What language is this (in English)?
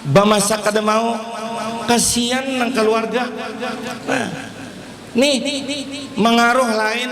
Banjar